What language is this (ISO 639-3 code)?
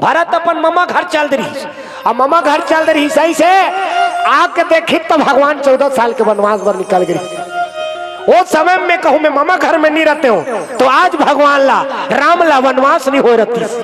hne